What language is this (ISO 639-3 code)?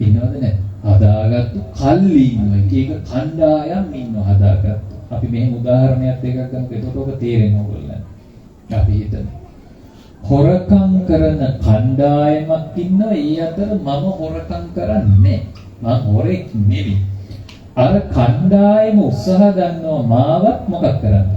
sin